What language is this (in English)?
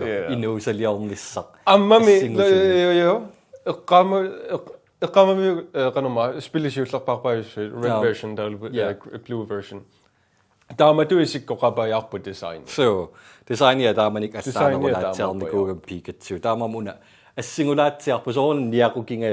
Kalaallisut